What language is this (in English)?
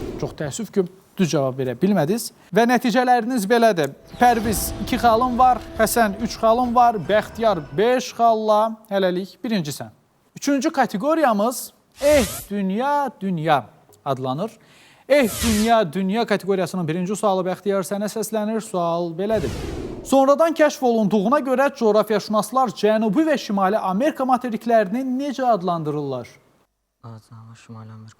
Azerbaijani